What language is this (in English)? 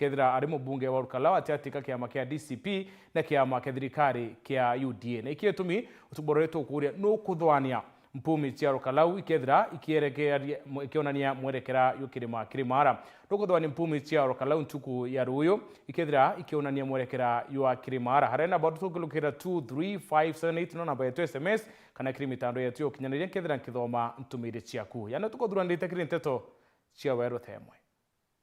Meru